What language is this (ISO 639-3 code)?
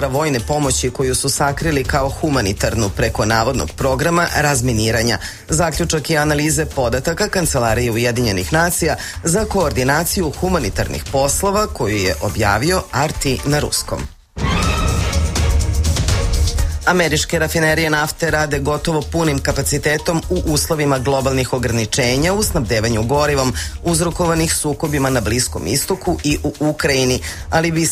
srp